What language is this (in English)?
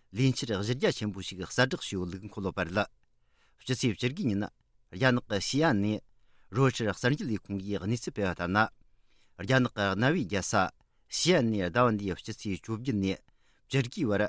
Tibetan